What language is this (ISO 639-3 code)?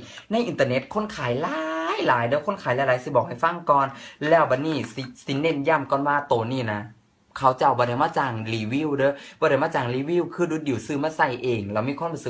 tts